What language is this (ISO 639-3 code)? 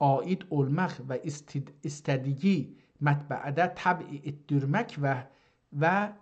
azb